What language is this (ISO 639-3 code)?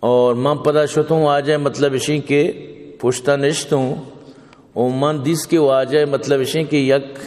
bgp